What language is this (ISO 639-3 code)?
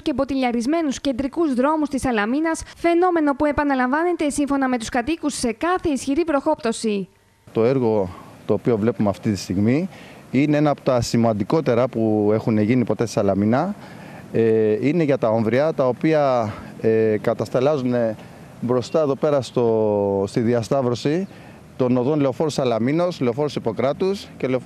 ell